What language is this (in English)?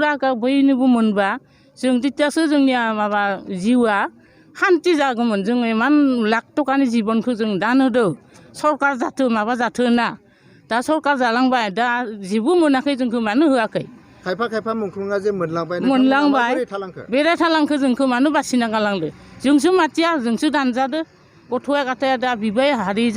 Bodo